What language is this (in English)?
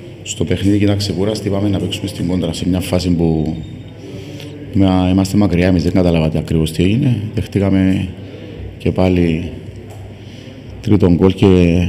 Greek